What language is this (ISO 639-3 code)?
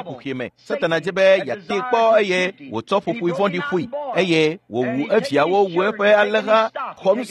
ewe